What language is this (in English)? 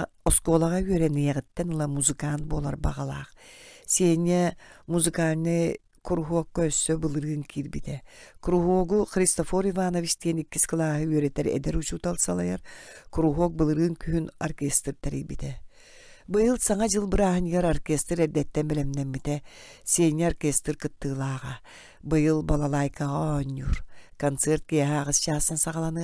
Yakut